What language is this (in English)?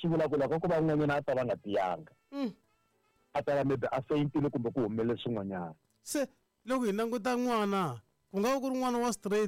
Tsonga